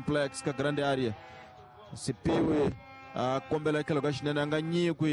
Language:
Tsonga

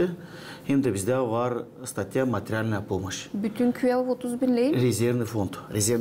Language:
Gagauz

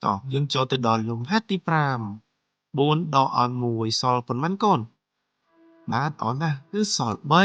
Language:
Khmer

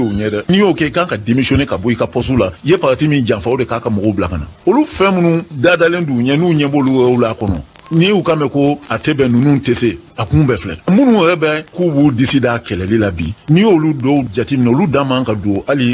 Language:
Bambara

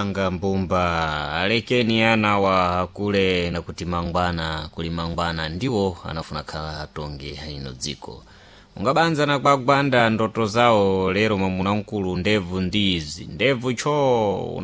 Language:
Sena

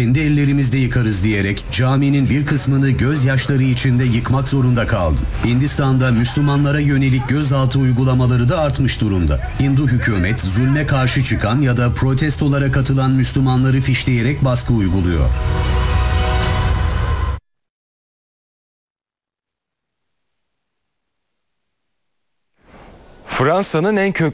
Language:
Turkish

